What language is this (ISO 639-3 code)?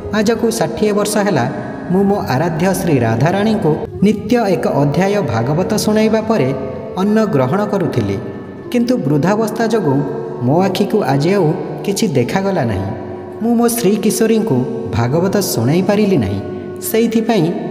ori